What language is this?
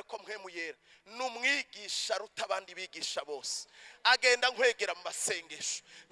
Rundi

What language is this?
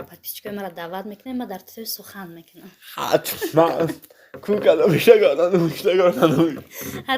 Tajik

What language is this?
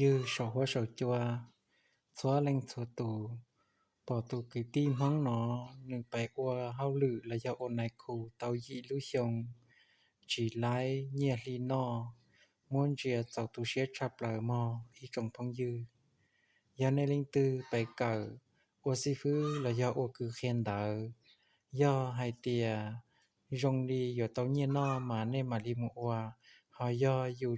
Hmong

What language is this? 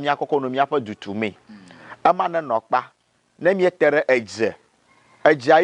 Ewe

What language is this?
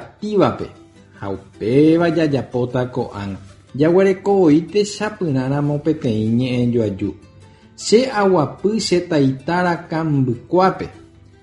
Guarani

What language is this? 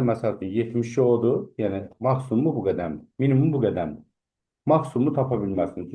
Azerbaijani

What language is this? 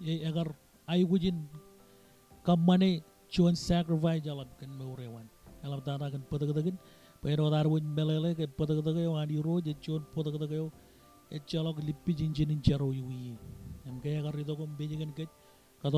Marshallese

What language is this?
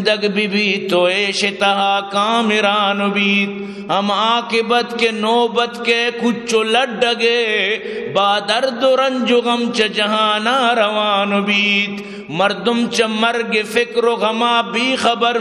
Eastern Balochi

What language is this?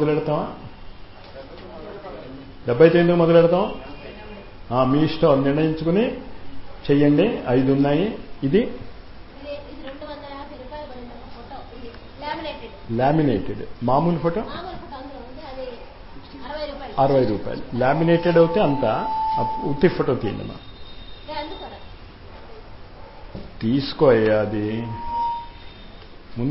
Telugu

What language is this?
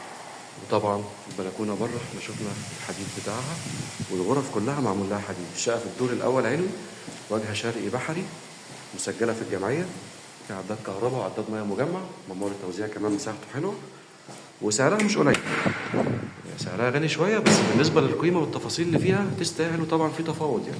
Egyptian Arabic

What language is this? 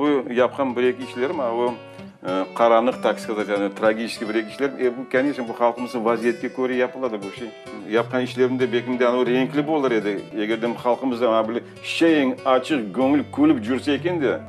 Crimean Tatar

